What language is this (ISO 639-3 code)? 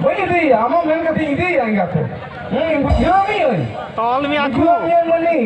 sat